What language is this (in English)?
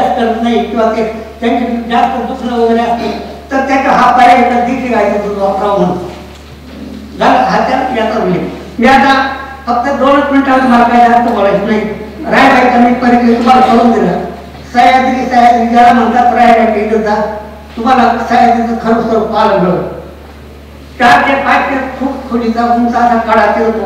Marathi